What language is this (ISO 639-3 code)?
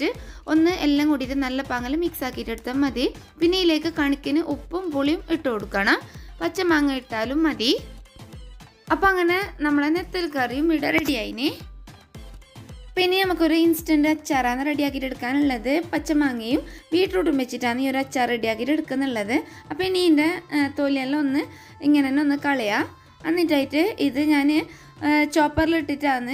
mal